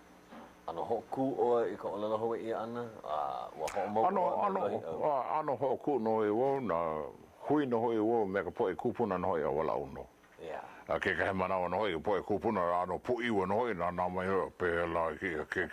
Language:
Hawaiian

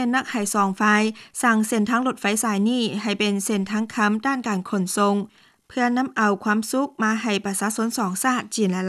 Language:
Lao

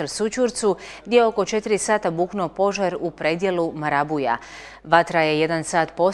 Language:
Croatian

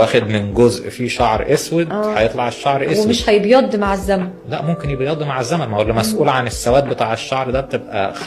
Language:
Egyptian Arabic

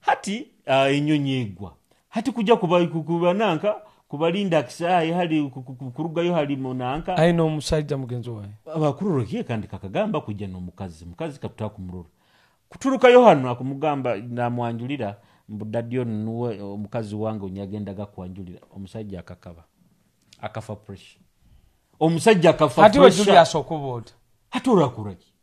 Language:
Nyoro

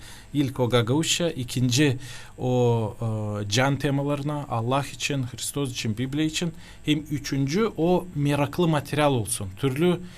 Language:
Gagauz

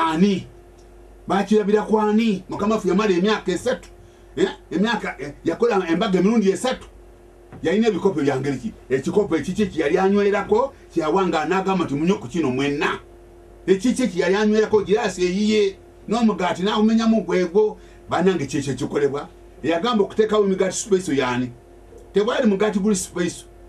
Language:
Ganda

